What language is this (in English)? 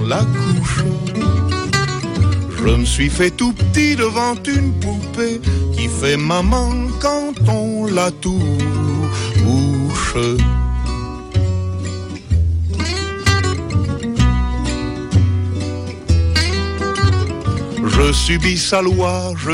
French